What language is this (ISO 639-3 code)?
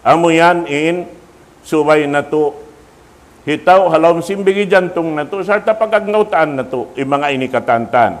tsg